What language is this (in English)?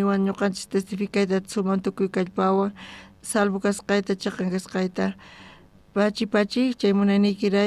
South Bolivian Quechua